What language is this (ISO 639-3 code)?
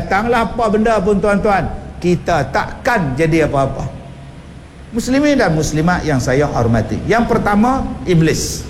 msa